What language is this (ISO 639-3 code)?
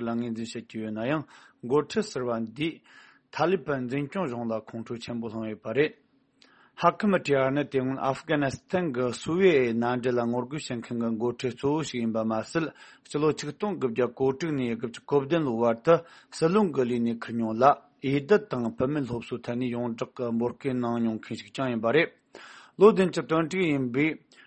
bod